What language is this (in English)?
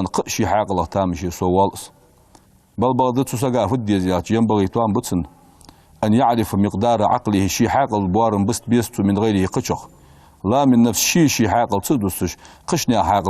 Ingush